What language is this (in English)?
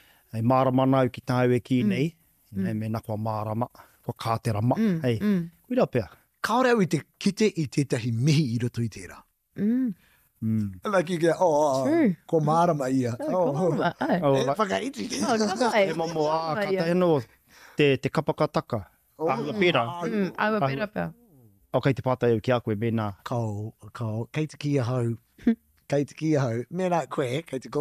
Māori